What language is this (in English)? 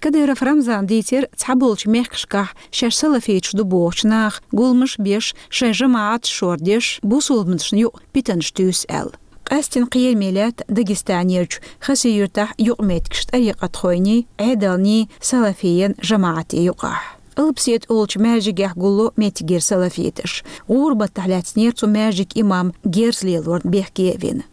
Chechen